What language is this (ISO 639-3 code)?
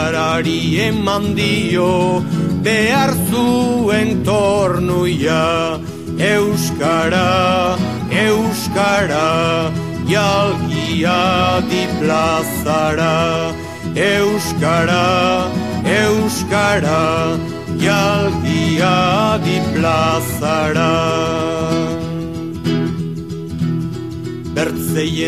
eus